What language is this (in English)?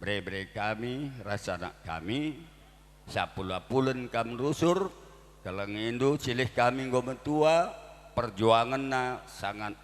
Batak Karo